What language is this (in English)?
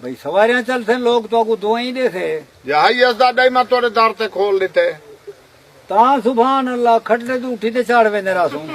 Saraiki